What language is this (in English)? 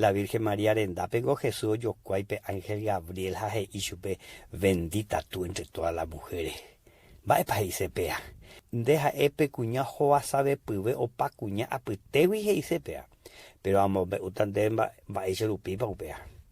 Guarani